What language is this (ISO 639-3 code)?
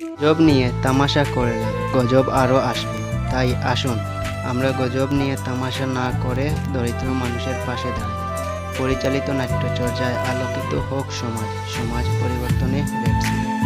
syl